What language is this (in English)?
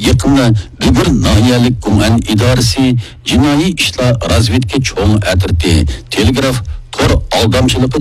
Uyghur